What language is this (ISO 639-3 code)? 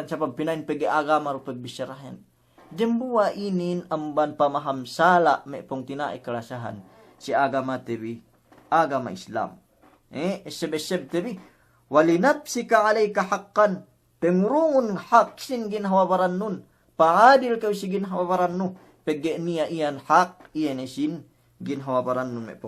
yka